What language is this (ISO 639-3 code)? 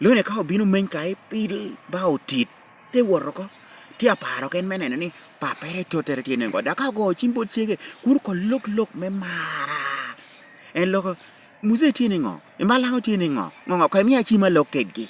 laj